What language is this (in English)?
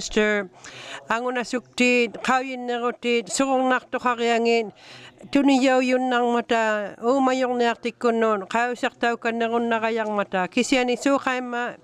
Inuktitut